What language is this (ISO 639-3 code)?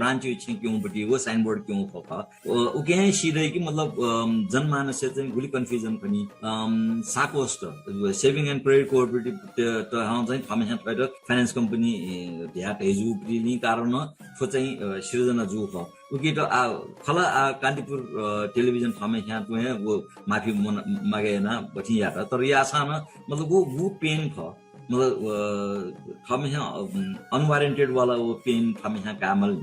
new